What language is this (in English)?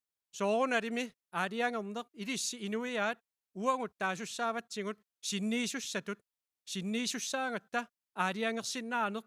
Kalaallisut